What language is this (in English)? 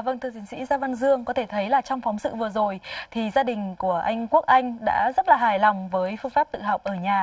Vietnamese